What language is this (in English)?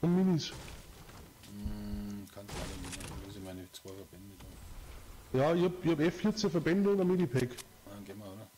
Bavarian